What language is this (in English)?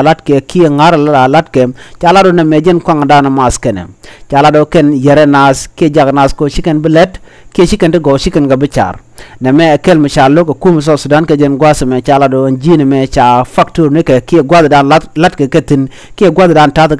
Nuer